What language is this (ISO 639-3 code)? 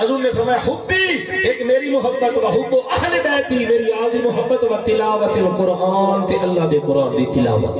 skr